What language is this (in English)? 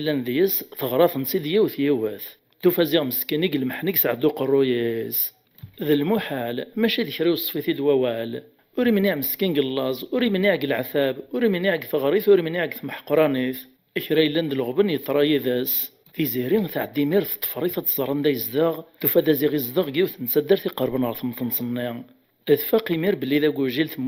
Kabyle